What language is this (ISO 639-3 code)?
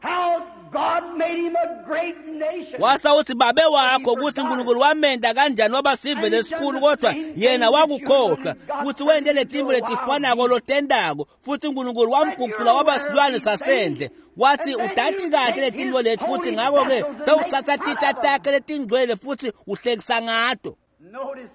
ssw